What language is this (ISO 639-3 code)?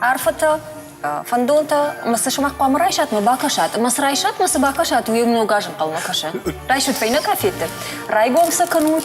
oss